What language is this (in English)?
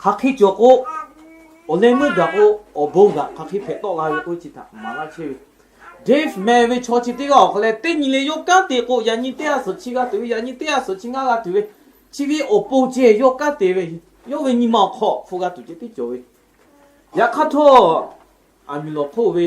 Lahu